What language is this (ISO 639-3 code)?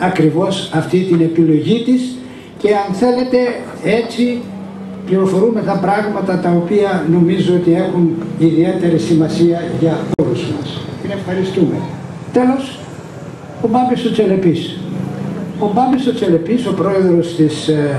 ell